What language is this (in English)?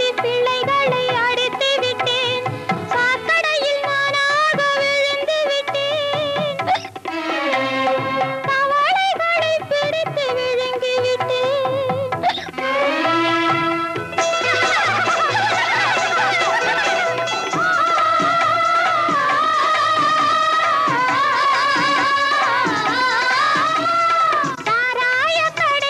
Tamil